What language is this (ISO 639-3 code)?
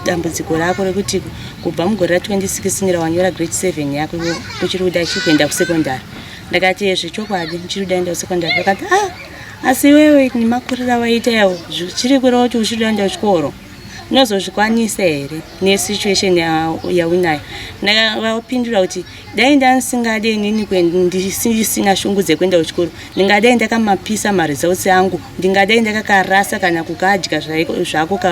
sna